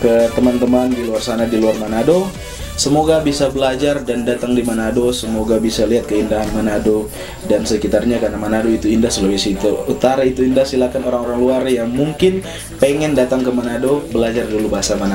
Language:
Manado Malay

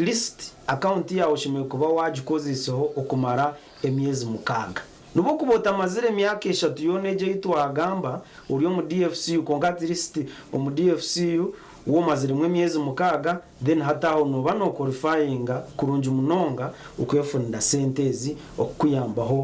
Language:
Nyankole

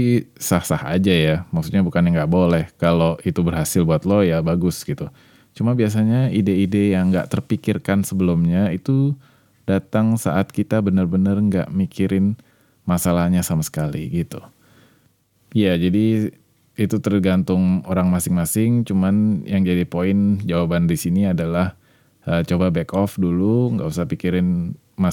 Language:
Indonesian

